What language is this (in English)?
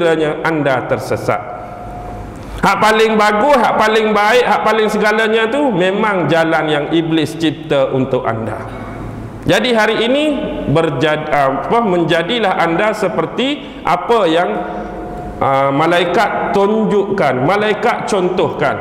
Malay